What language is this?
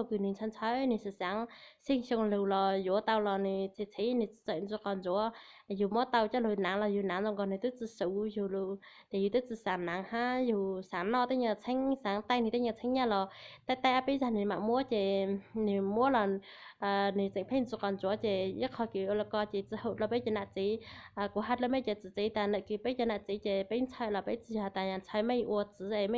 Hmong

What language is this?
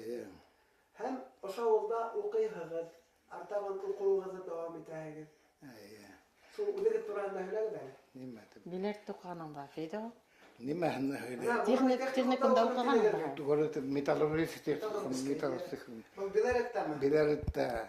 Bashkir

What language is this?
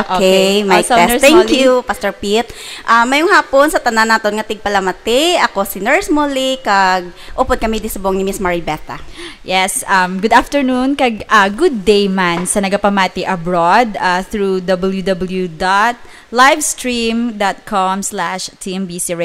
Hiligaynon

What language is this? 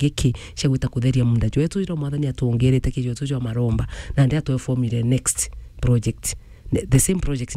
Meru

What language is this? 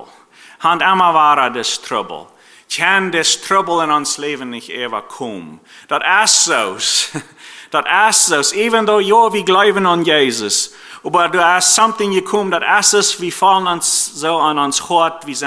Plautdietsch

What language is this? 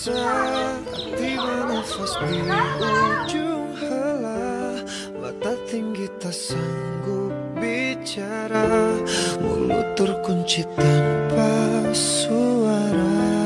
Sasak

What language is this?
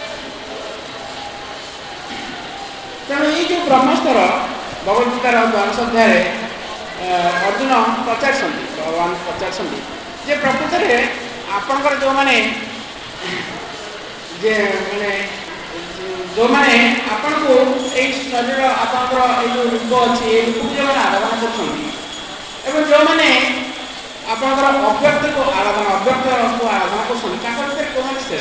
Odia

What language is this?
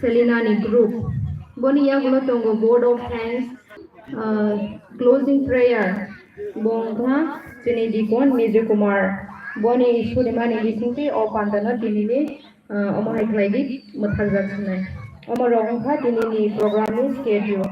Kok Borok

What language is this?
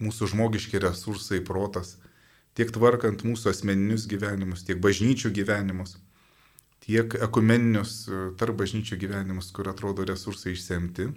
Lithuanian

